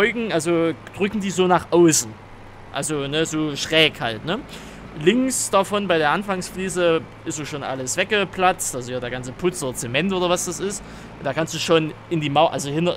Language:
German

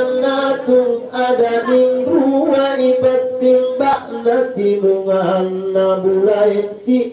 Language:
Makasar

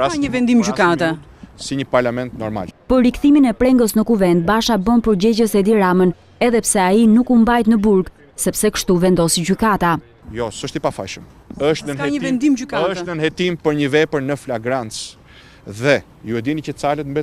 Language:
Albanian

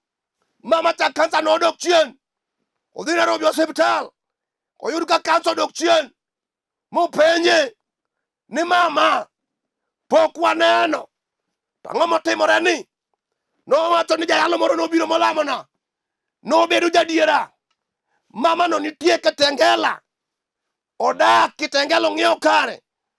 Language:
Luo (Kenya and Tanzania)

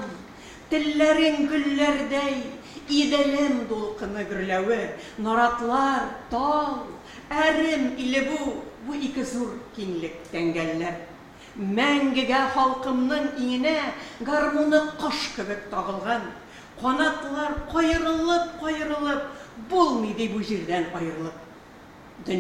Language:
Tatar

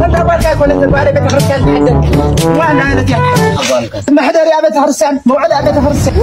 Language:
Tigrinya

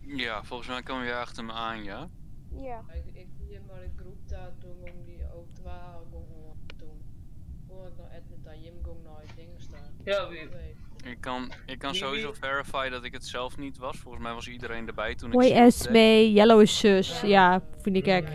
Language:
Western Frisian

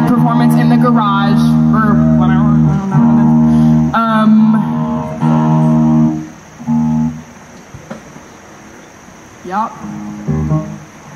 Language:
English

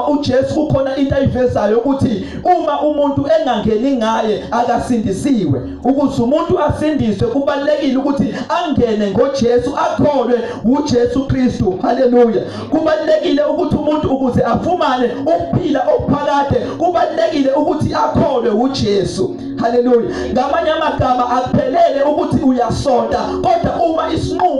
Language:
Zulu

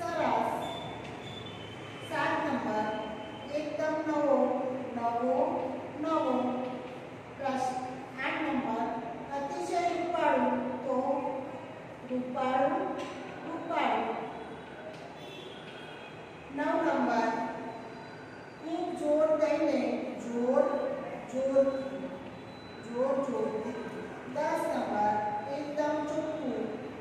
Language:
Gujarati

